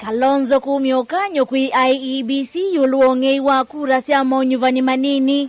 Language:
Kamba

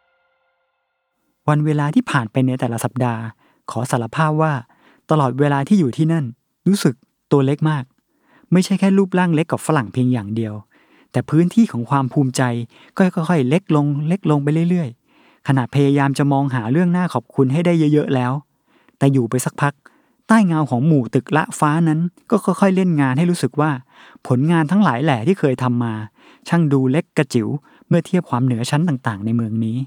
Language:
Thai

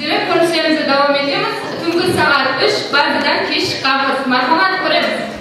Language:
Kara-Kalpak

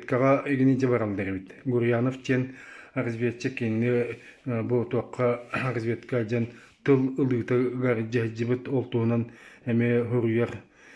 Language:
Yakut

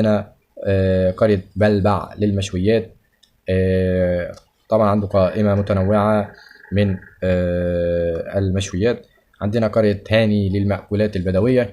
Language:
Egyptian Arabic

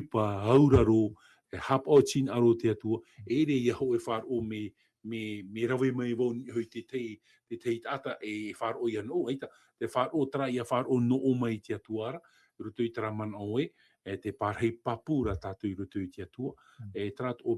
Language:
Tahitian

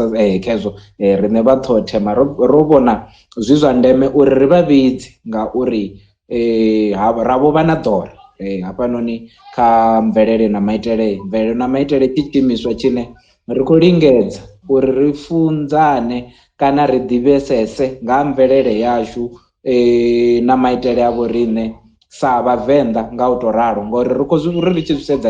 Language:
Venda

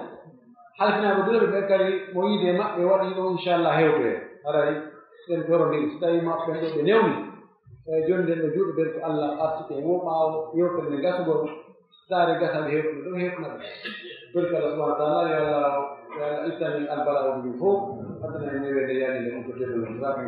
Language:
Pular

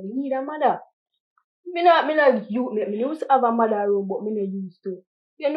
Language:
Jamaican Creole English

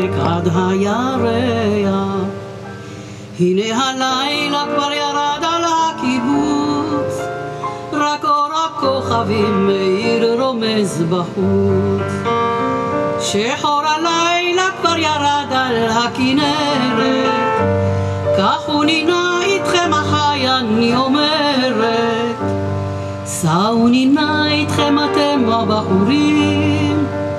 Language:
Hebrew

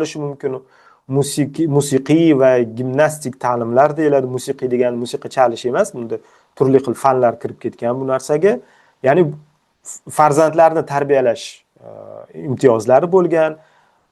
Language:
Uzbek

